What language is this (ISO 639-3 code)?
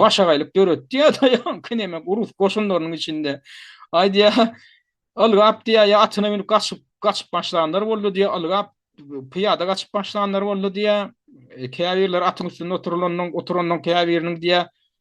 tuk